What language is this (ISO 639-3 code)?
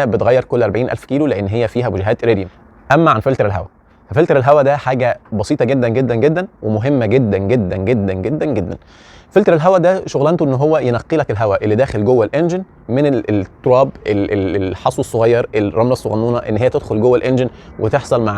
arz